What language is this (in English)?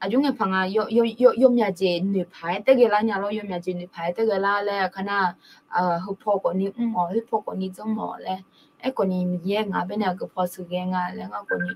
Akha